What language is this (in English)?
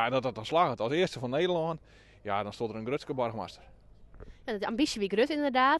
Western Frisian